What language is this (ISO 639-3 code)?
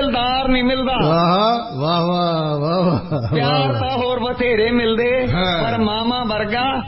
pan